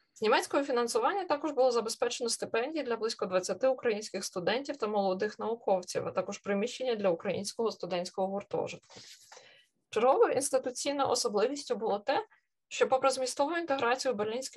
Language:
Ukrainian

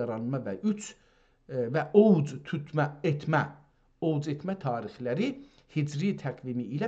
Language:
South Azerbaijani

